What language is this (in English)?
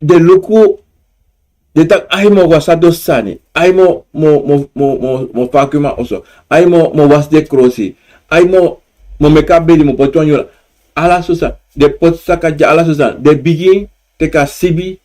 Sranan Tongo